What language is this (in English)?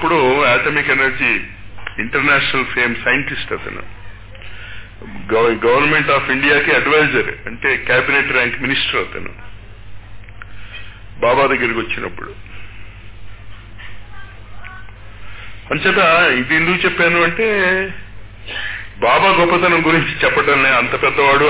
Telugu